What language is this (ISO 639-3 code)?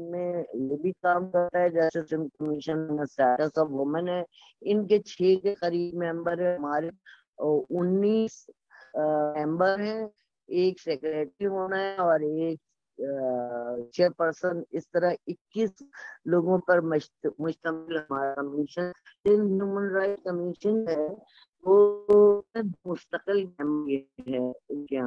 urd